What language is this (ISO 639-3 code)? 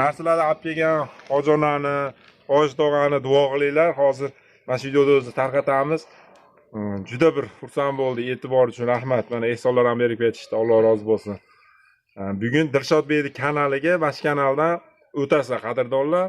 uzb